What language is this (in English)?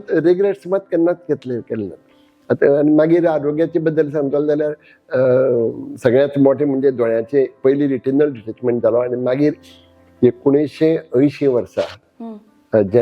Konkani